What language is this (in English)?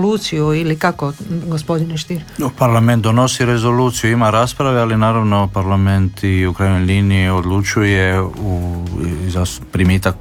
Croatian